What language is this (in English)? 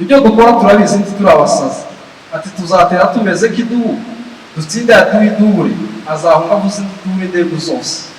Kinyarwanda